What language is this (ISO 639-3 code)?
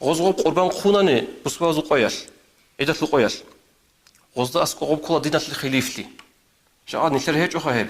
ava